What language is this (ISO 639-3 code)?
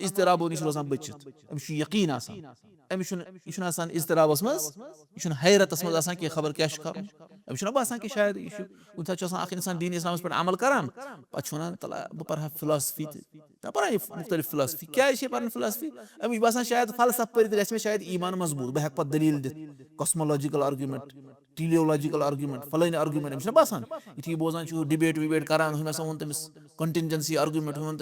kas